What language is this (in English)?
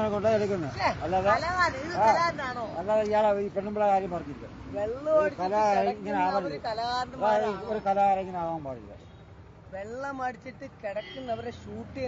Malayalam